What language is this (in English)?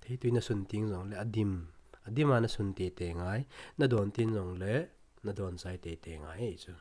Thado Chin